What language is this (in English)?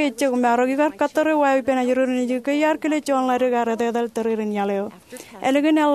Marshallese